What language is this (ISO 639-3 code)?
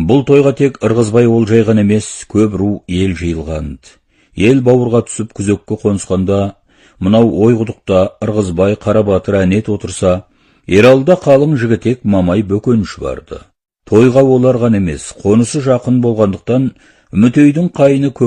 kaz